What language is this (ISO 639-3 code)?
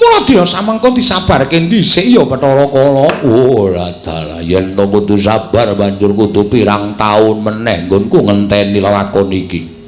jav